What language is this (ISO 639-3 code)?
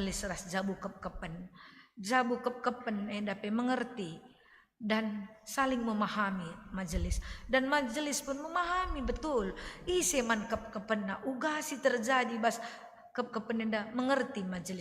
btx